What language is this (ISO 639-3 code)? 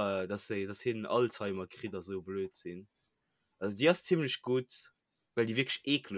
ltz